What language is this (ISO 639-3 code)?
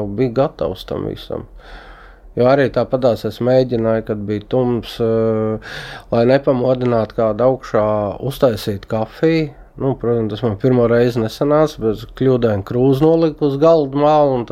lav